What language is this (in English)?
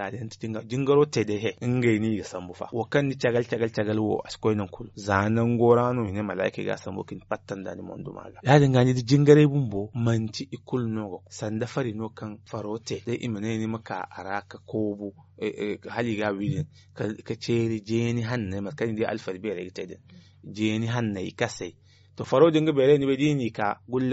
Zarma